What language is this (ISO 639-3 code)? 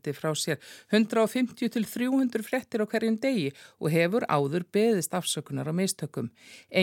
isl